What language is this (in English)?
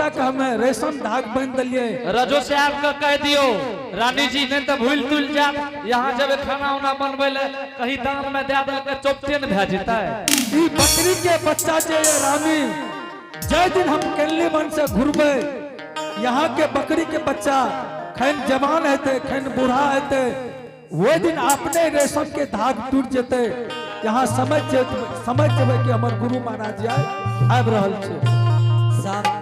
Angika